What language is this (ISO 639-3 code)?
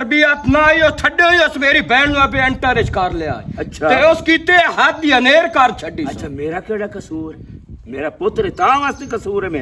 lah